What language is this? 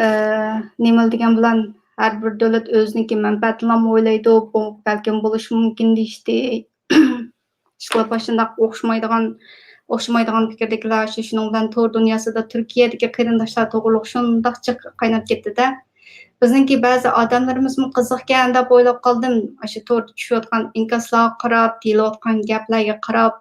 Uyghur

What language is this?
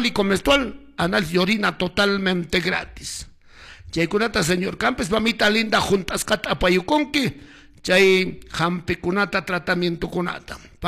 Quechua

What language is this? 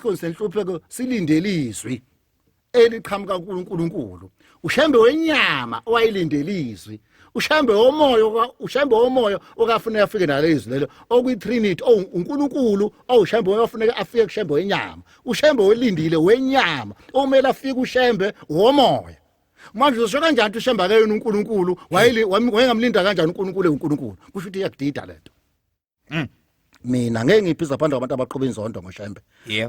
Zulu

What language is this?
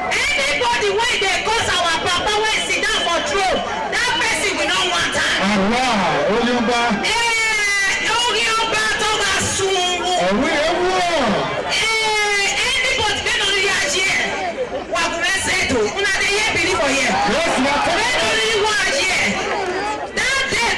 Nigerian Pidgin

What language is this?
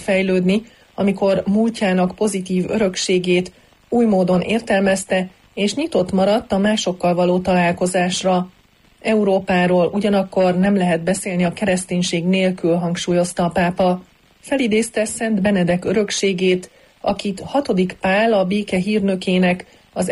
Hungarian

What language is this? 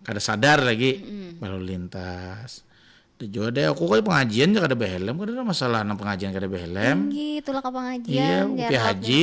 Banjar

